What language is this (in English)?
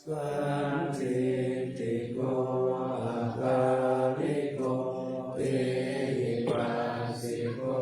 Pali